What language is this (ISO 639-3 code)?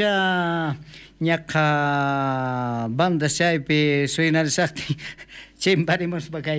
quh